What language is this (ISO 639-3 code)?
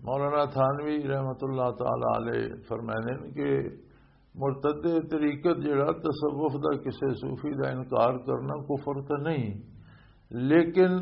lah